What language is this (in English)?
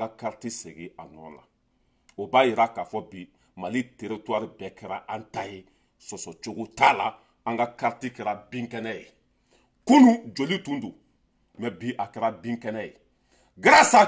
Bambara